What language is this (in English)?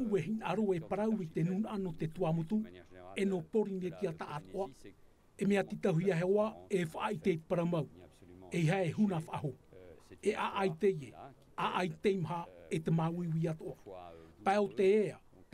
Tahitian